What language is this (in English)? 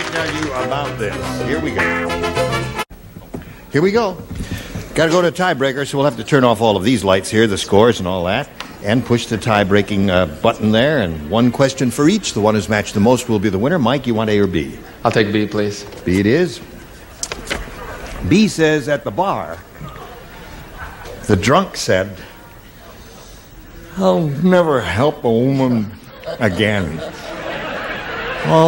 English